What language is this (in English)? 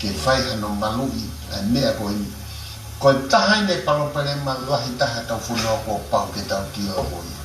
Tongan